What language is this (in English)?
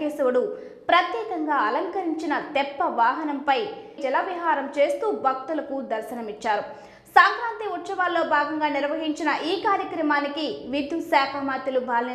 Telugu